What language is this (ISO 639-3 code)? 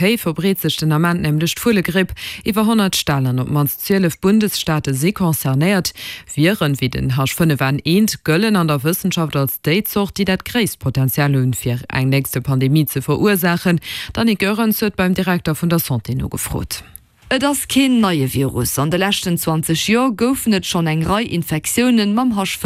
ltz